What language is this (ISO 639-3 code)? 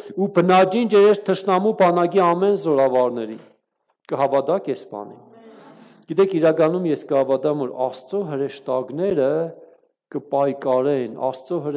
hye